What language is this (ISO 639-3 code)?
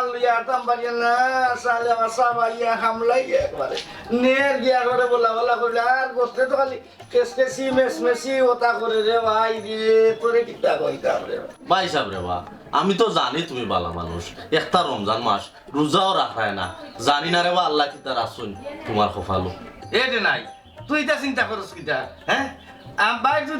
syl